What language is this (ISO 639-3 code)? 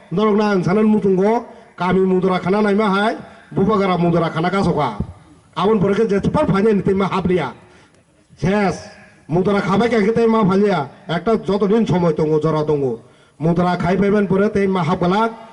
trp